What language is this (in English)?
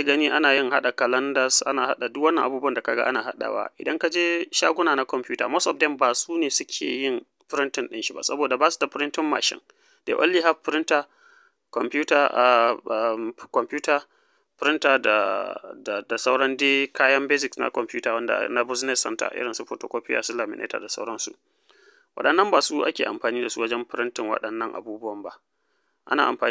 Hausa